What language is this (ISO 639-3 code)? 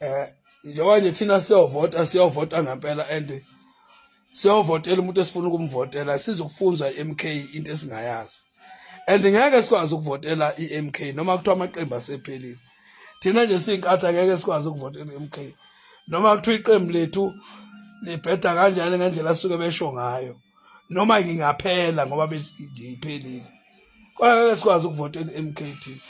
zul